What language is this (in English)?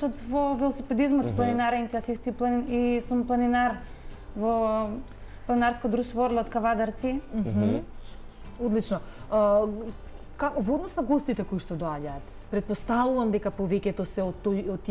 Macedonian